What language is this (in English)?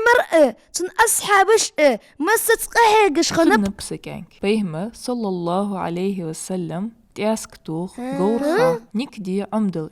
Ingush